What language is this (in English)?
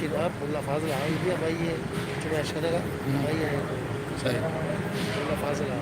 Eastern Balochi